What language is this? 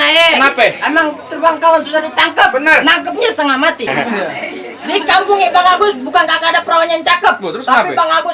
Betawi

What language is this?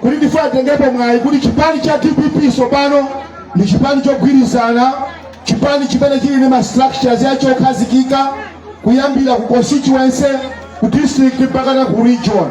Nyanja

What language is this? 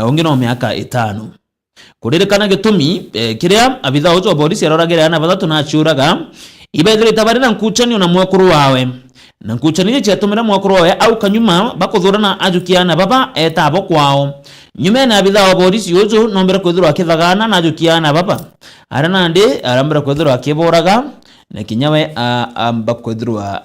Meru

